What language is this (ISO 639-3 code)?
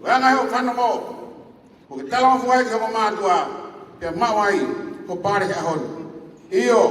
ton